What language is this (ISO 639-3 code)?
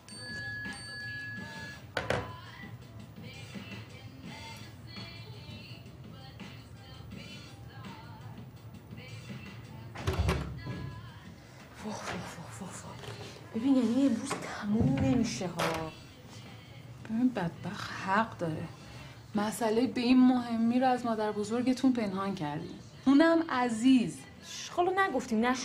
fas